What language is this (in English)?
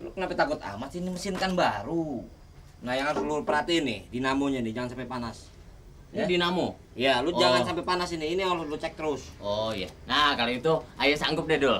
Betawi